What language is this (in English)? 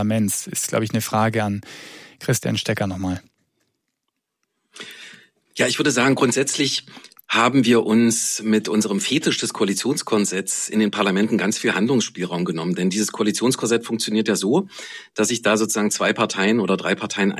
German